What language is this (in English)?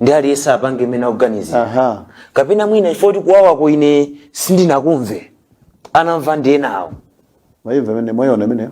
Nyanja